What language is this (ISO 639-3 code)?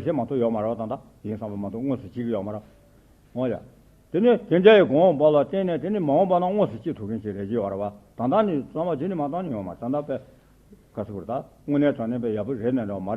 bod